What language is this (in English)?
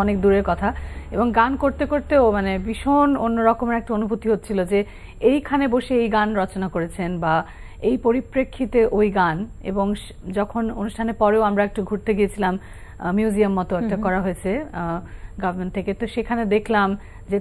Bangla